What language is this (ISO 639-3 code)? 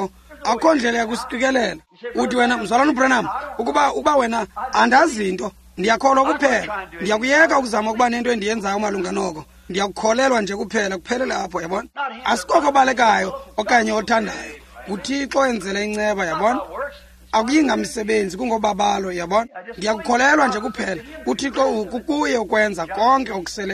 xho